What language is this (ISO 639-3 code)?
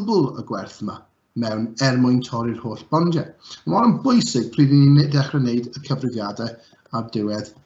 cym